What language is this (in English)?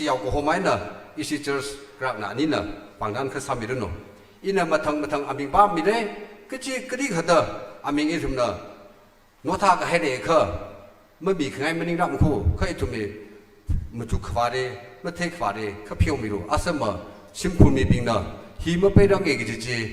Tangkhul Naga (India)